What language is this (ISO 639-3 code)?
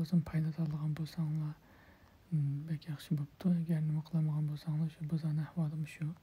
uig